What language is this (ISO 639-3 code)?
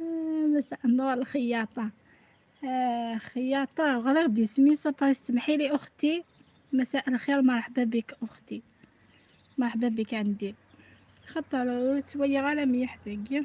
arq